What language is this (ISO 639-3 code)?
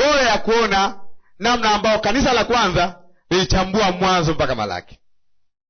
swa